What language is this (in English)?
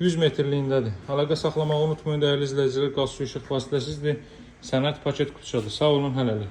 Azerbaijani